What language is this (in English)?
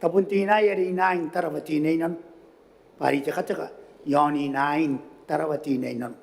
Gilbertese